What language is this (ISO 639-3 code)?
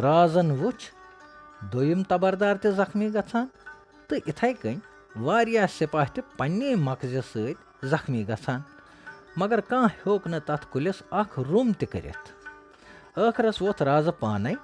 kas